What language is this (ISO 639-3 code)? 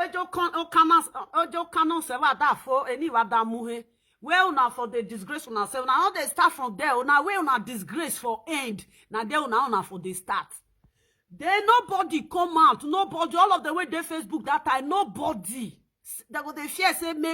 pcm